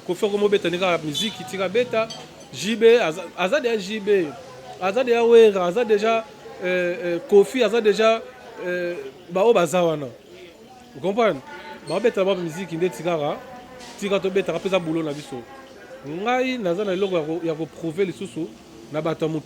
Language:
Lingala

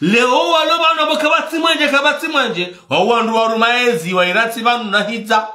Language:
Ngazidja Comorian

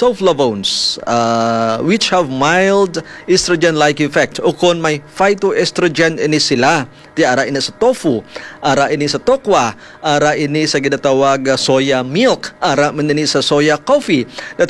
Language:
Hiligaynon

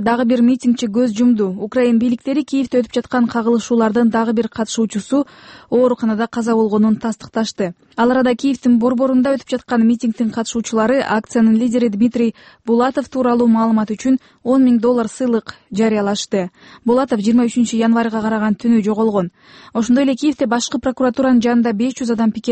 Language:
Kyrgyz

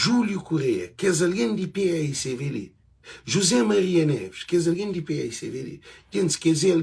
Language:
Kabuverdianu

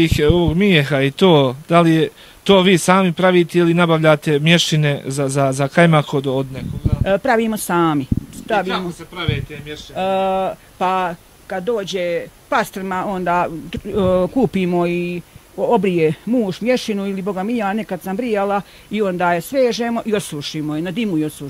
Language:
Bosnian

